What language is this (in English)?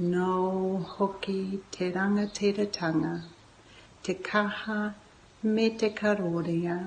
Māori